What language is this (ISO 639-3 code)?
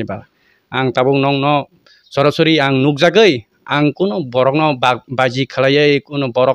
trp